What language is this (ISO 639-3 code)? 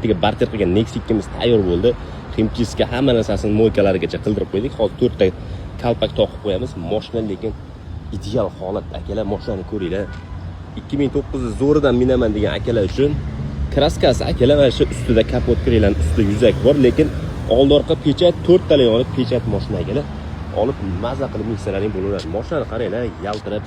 uzb